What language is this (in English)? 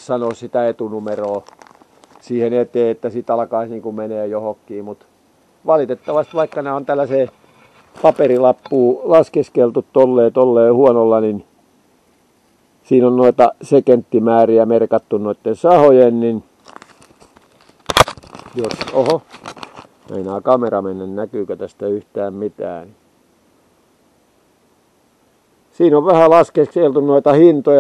Finnish